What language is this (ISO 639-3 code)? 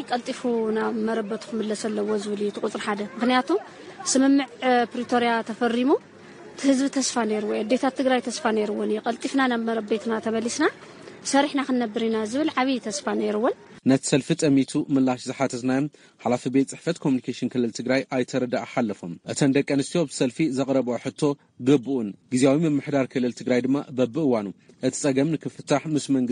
tir